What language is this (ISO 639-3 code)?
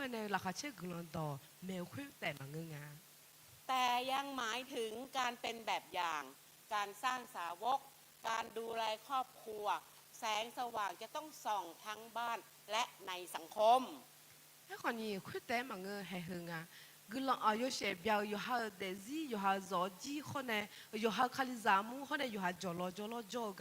ahk